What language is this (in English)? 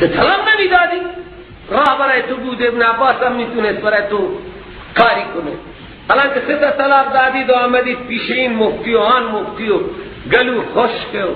Persian